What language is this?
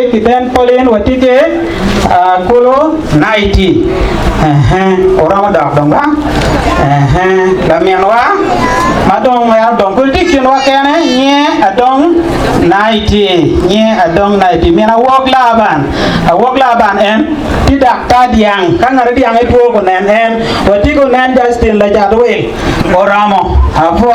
Acoli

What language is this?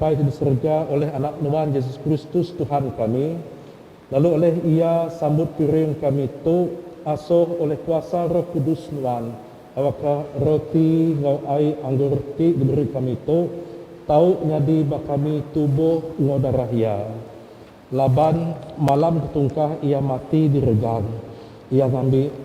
Iban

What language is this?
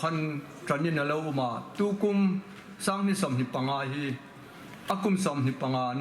Hmar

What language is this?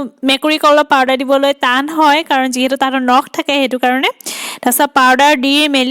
Assamese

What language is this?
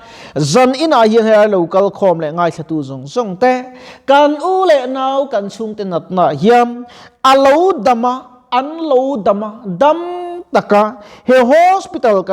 Mizo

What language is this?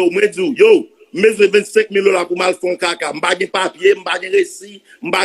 Haitian Creole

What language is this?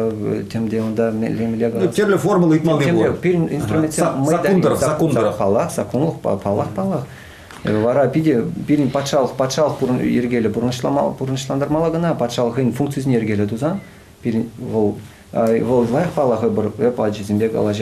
Chuvash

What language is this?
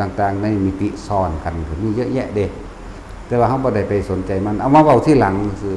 Northeastern Thai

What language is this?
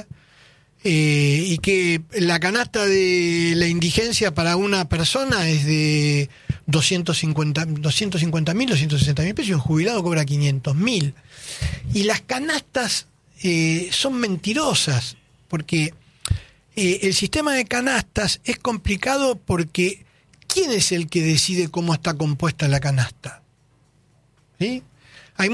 Spanish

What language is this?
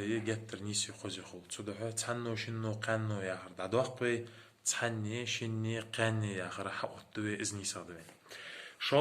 Ingush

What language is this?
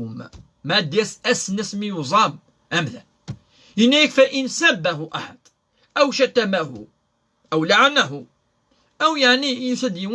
Kabyle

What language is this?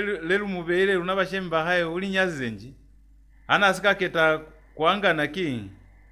Lozi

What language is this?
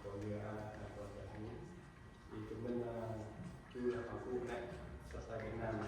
Central Mnong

